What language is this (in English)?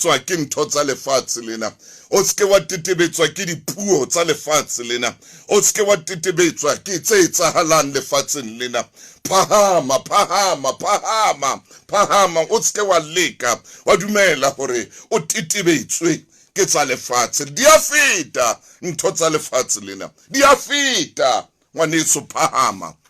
Southern Sotho